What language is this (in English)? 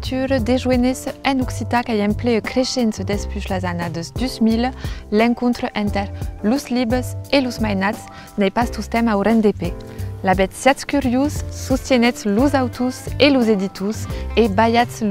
Occitan